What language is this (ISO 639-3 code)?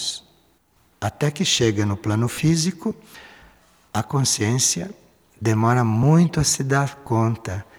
por